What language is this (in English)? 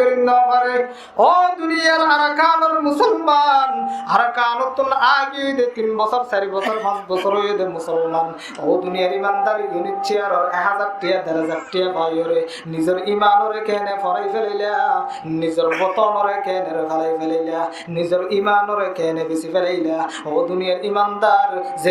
Rohingya